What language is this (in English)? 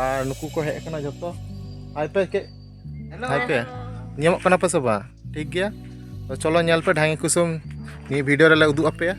Santali